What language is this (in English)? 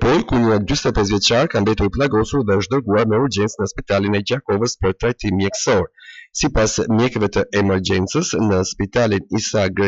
Albanian